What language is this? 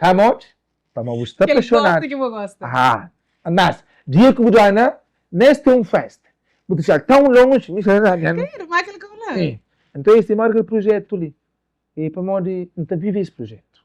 Kabuverdianu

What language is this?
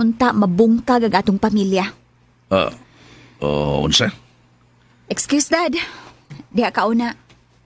Cebuano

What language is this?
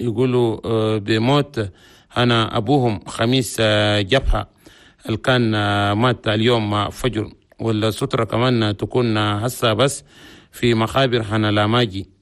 Chadian Arabic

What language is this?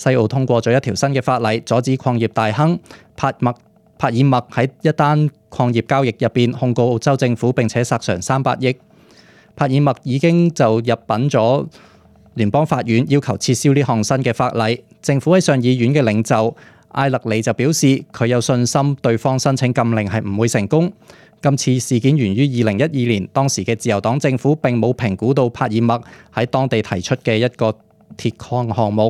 Cantonese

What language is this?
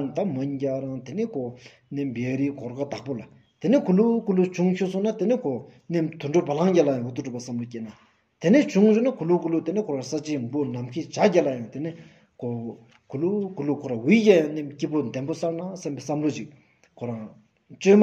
Stod Bhoti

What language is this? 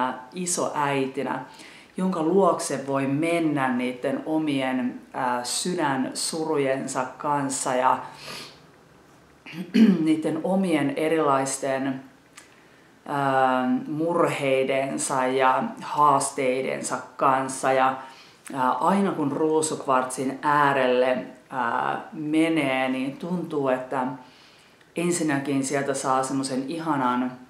Finnish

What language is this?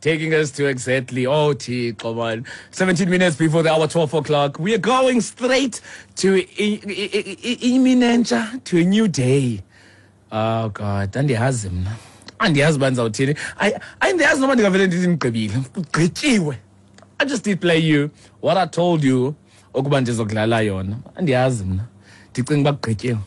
Xhosa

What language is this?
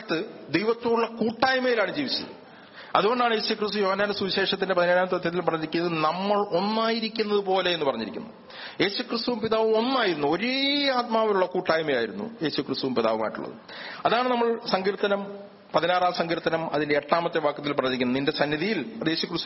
Malayalam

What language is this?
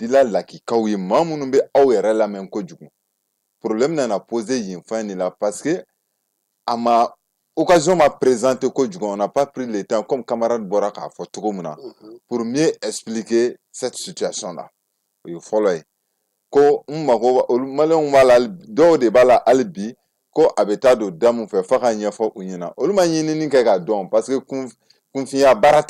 Bambara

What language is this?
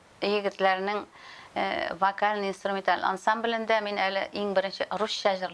Tatar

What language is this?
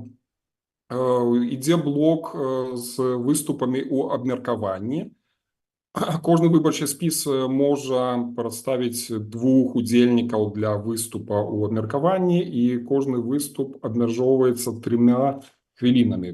Belarusian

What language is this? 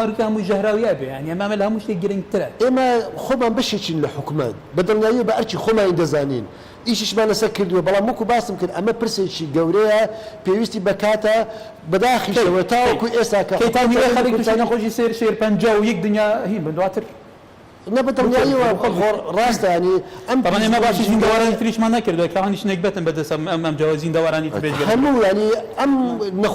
Central Kurdish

